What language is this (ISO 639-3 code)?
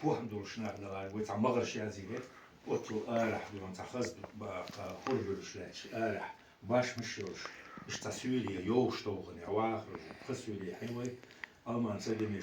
che